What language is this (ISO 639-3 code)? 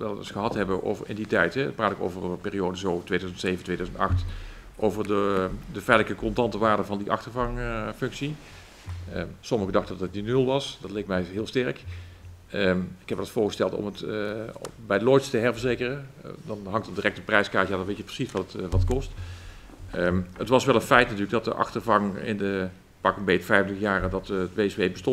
nld